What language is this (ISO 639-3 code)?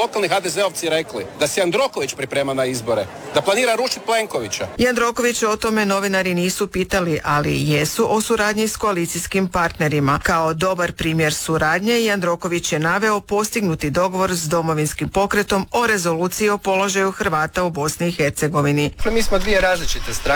hrv